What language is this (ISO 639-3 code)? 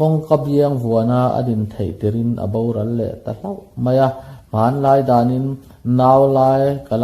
lus